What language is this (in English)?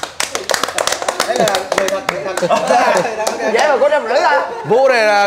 Vietnamese